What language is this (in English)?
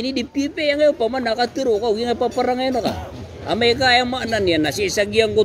Maranao